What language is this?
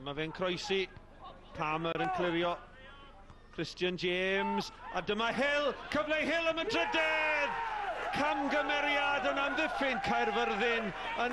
Welsh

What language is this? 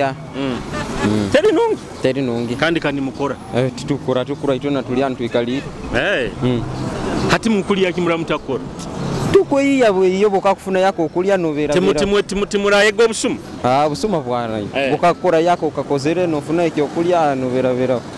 Nyoro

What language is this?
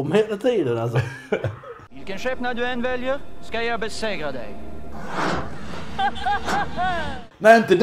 Swedish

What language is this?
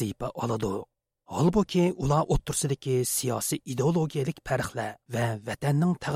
Uyghur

